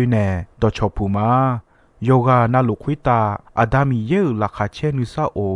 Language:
Akha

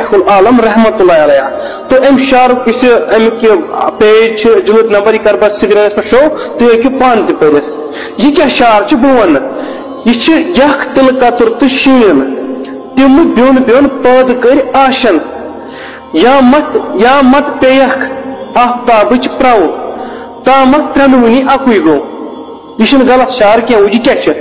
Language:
Kashmiri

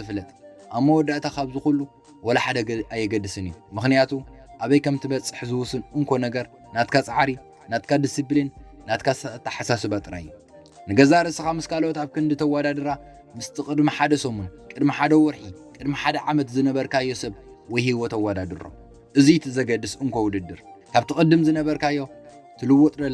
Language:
Tigrinya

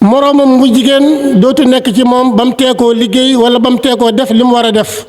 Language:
Wolof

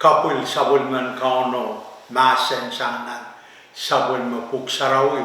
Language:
Pohnpeian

